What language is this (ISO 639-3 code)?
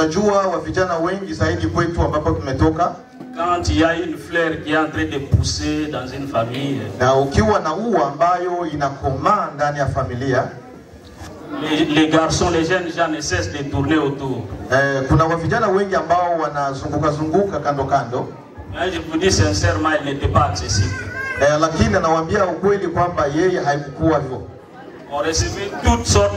swa